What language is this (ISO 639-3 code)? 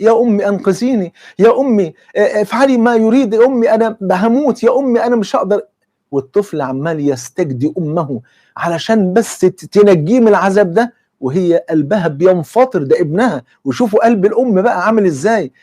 arz